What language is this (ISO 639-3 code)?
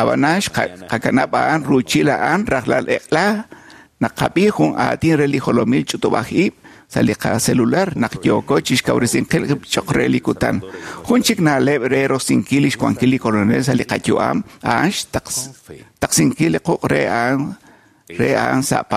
kek